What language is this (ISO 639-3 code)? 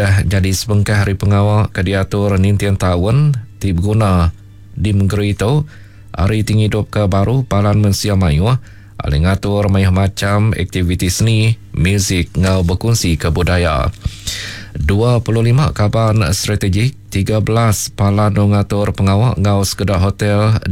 iba